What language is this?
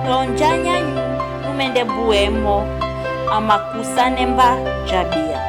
Duala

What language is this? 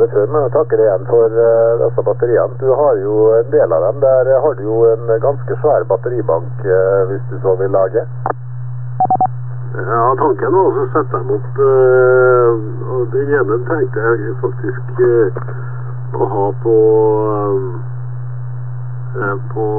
Norwegian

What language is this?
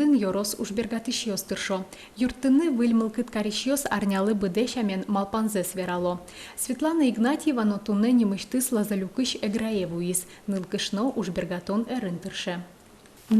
Udmurt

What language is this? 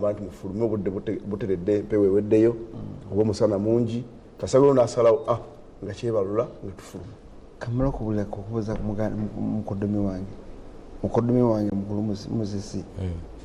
Ganda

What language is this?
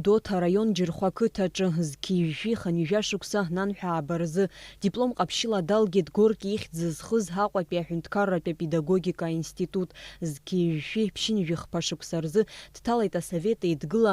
Abkhazian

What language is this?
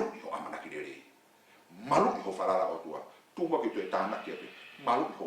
Tongan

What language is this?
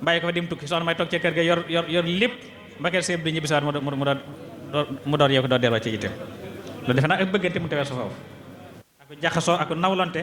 Wolof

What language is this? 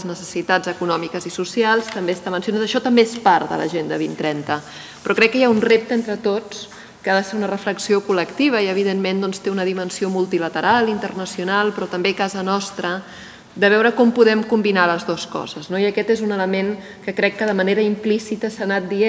Catalan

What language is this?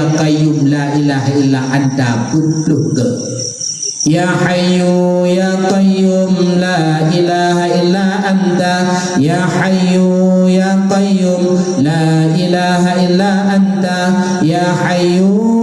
Achinese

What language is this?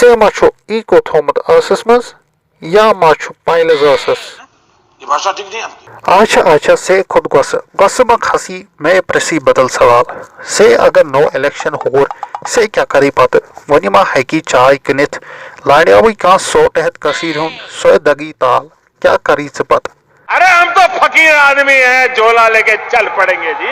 Kashmiri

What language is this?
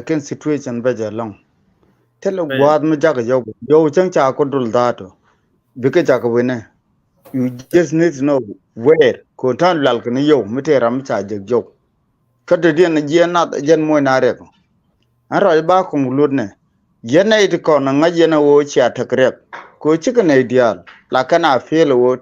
Nuer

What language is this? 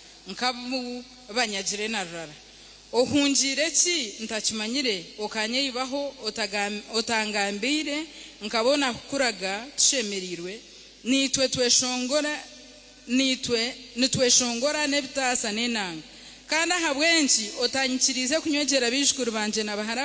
Nyankole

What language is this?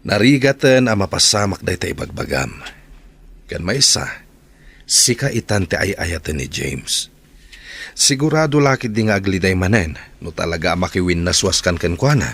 Iloko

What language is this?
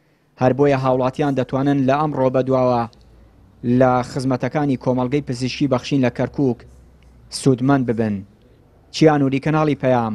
Central Kurdish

